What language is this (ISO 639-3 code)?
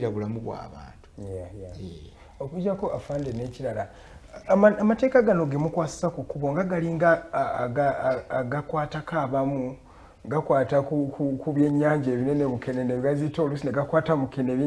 lug